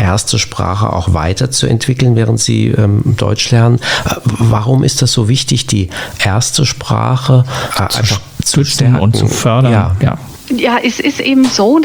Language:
German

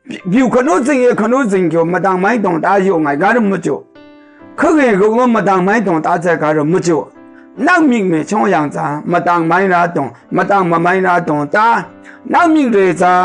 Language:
Maru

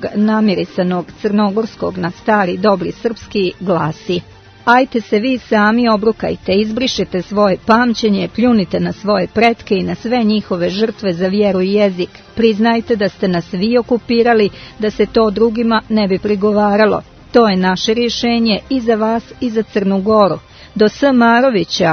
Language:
Serbian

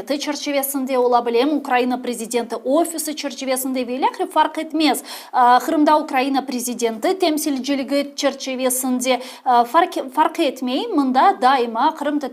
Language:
Crimean Tatar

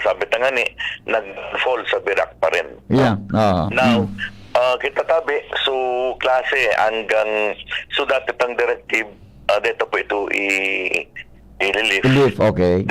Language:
Bikol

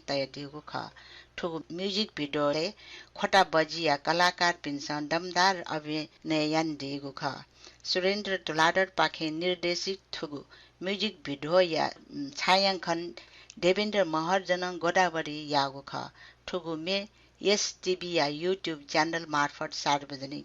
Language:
Newari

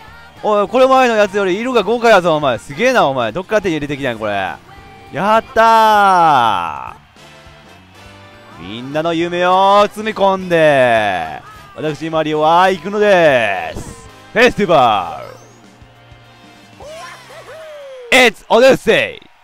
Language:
Japanese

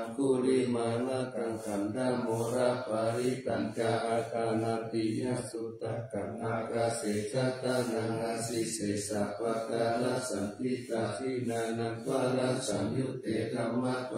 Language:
Pali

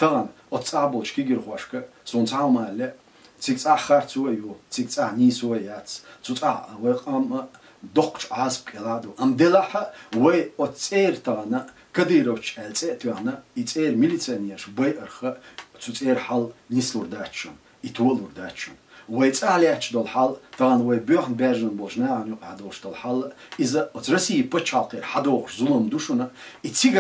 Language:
Chechen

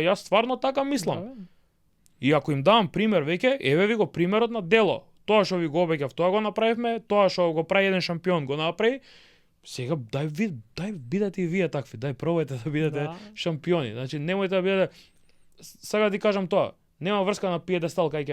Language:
Macedonian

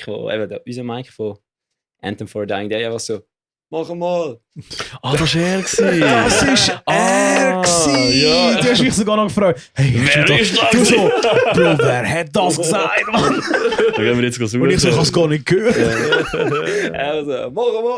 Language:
Swiss German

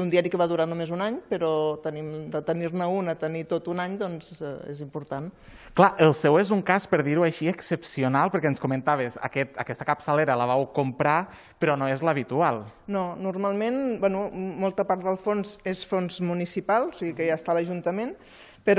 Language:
Catalan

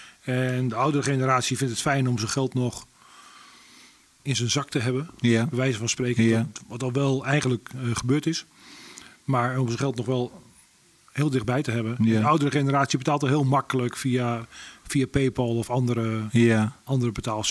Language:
Dutch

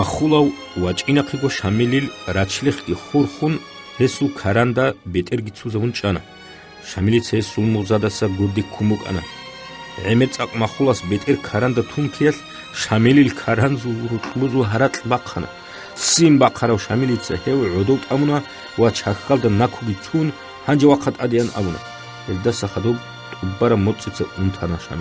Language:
Avaric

